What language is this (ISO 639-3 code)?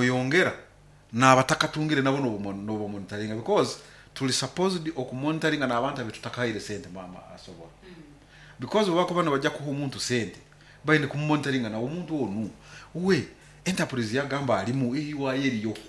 nyo